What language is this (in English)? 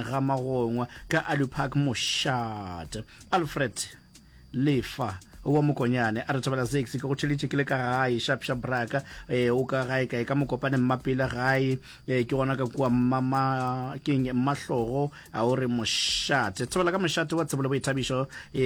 Northern Sotho